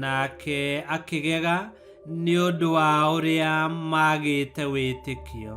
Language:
Kikuyu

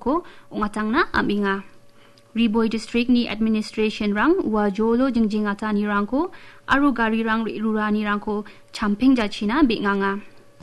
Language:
Garo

